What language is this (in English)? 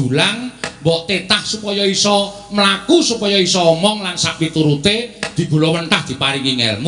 Javanese